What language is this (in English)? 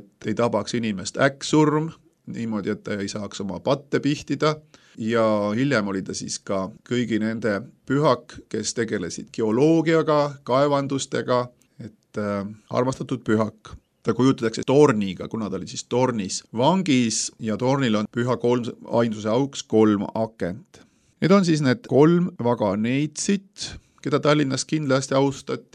Estonian